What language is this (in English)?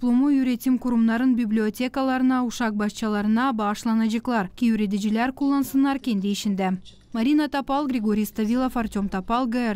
Gagauz